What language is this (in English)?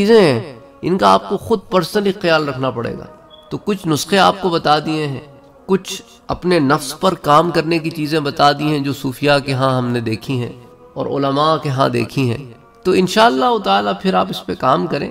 Urdu